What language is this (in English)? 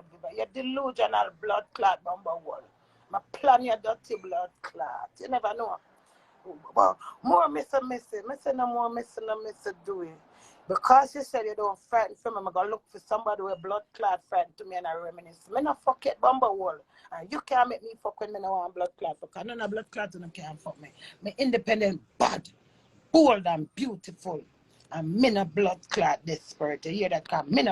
Jamaican Creole English